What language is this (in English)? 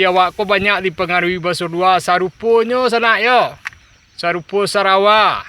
Minangkabau